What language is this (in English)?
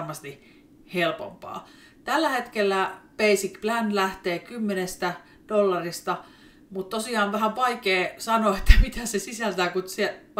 Finnish